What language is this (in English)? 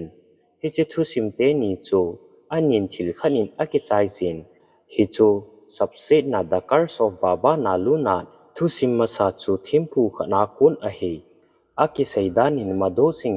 Thado Chin